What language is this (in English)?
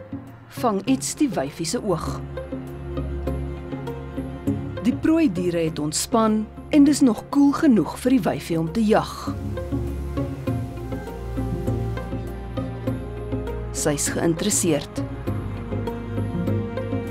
Afrikaans